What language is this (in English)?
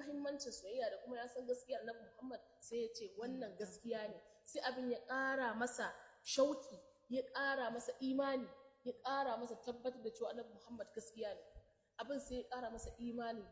Hausa